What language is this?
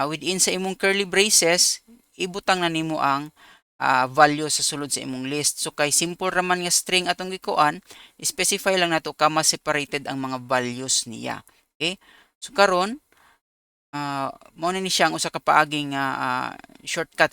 Cebuano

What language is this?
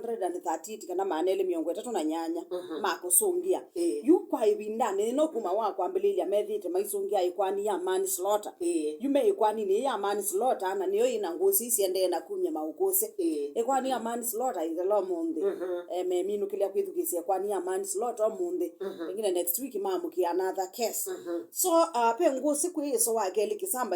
Kamba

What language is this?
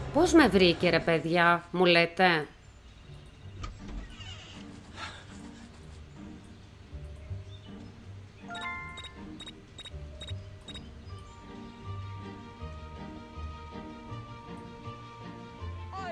Greek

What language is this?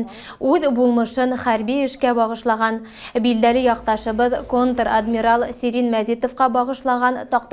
Bashkir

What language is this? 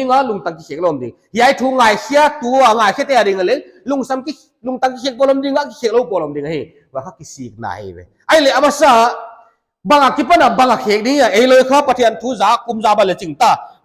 Paite Chin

